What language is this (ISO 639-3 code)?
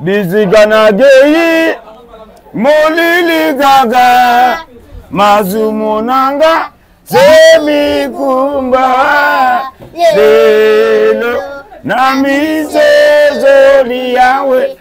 lin